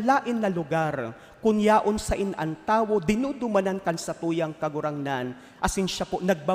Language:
Bikol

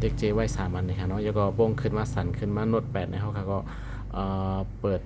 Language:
Shan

